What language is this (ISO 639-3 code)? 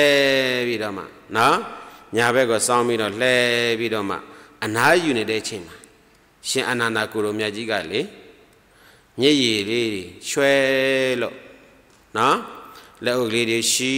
mya